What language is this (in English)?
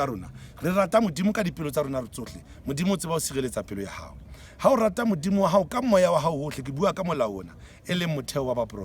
Southern Sotho